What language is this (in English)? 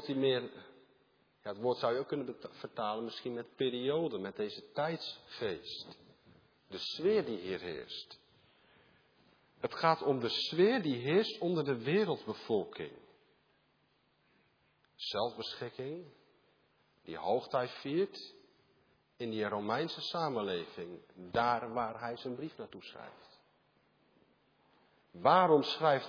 Dutch